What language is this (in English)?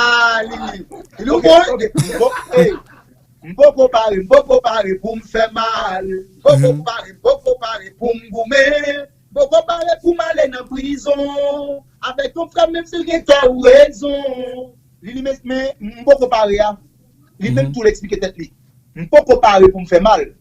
Haitian Creole